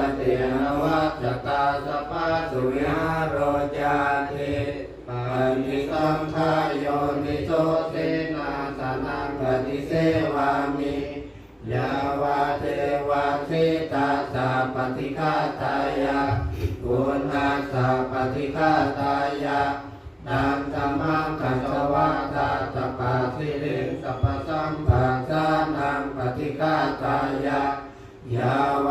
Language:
Pali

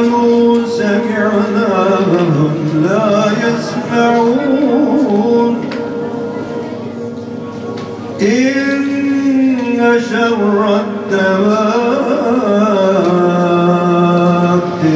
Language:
Turkish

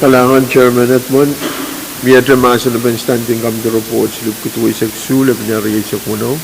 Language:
Pohnpeian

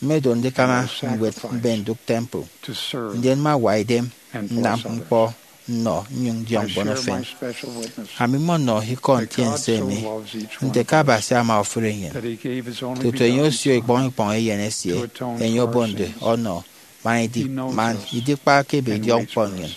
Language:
Efik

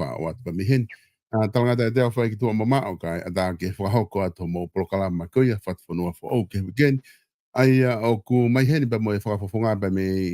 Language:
Tongan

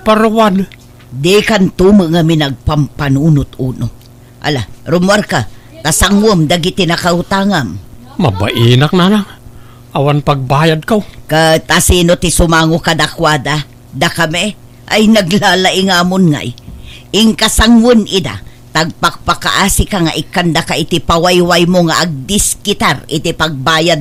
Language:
Iloko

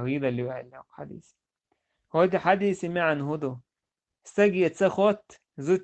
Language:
Chechen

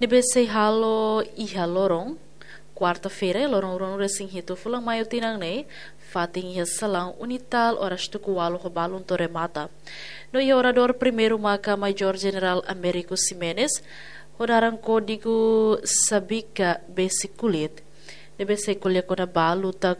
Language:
Tetum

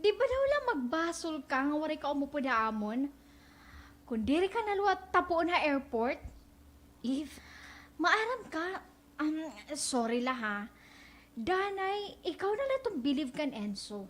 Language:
Waray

